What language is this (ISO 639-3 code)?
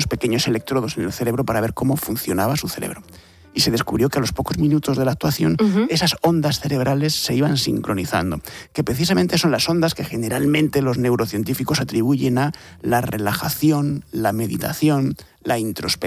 spa